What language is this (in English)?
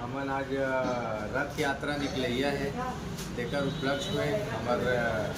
Chhattisgarhi